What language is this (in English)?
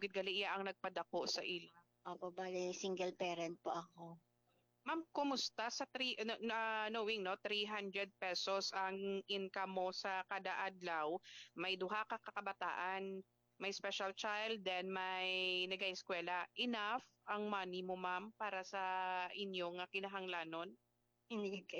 Hiligaynon